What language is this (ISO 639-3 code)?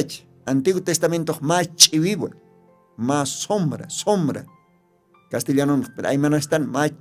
aym